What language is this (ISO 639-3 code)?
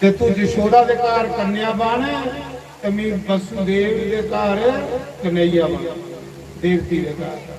doi